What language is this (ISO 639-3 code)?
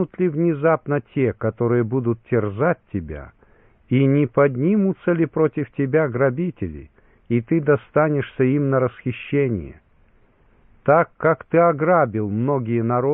rus